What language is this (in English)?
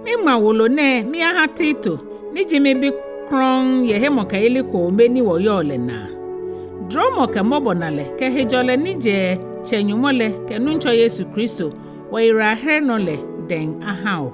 Ga